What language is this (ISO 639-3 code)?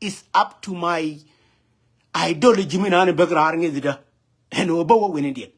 nus